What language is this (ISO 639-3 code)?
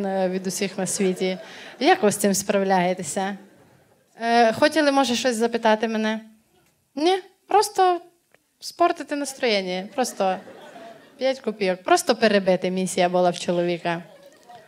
ukr